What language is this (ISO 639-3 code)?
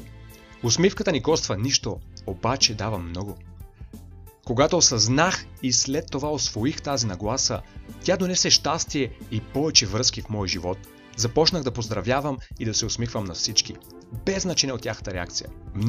bul